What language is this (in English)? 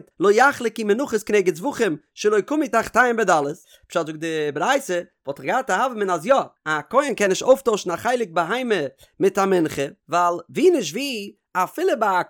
Yiddish